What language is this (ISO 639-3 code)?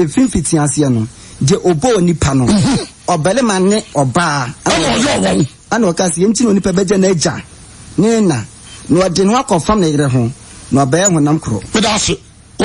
aka